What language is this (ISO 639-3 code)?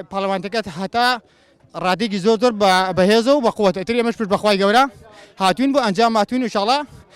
ckb